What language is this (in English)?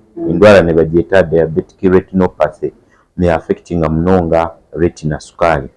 Nyankole